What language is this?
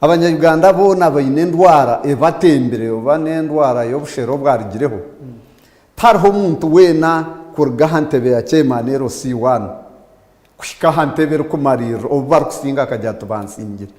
Nyankole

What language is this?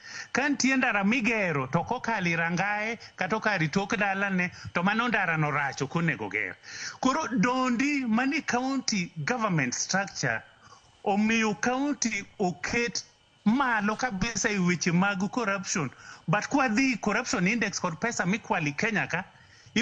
Luo (Kenya and Tanzania)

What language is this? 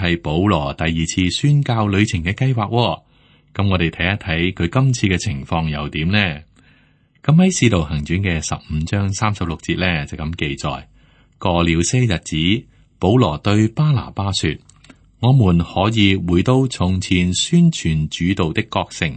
Cantonese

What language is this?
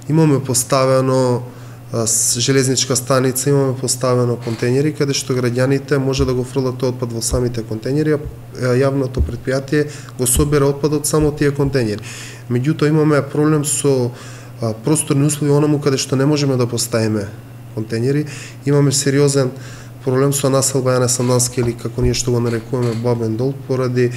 Macedonian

